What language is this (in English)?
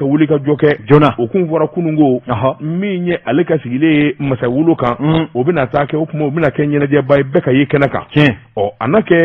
Bambara